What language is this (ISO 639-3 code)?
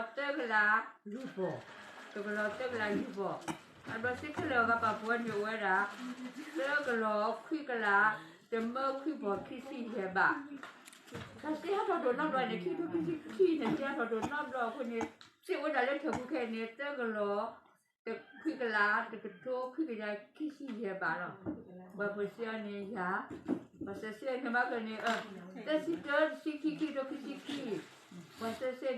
ksw